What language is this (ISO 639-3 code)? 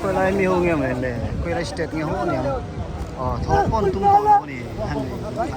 lus